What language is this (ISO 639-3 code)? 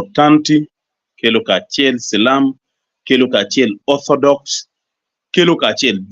ach